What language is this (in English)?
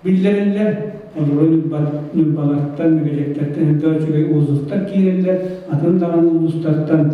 Yakut